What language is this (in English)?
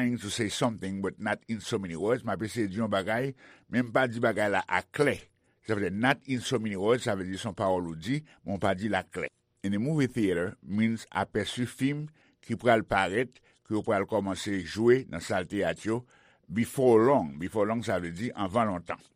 Haitian Creole